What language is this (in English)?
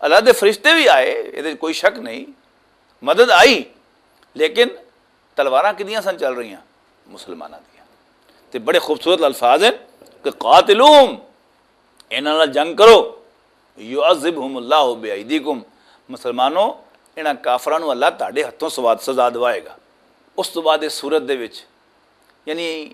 Western Panjabi